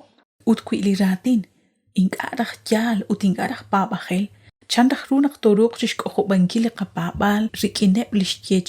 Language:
Kekchí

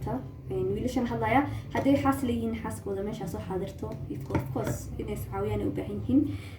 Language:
Somali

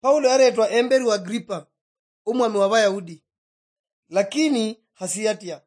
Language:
Luyia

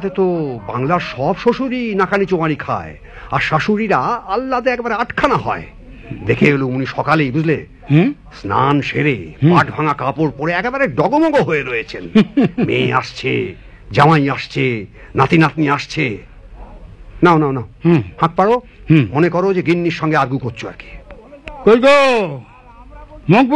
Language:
Bangla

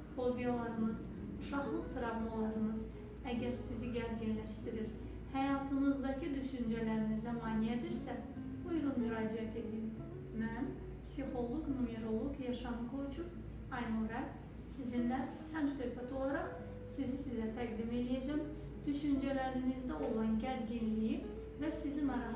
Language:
Azerbaijani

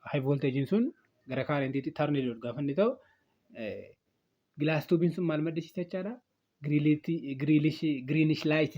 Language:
Oromo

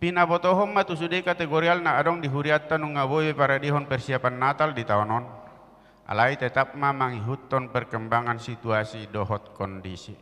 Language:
Batak Toba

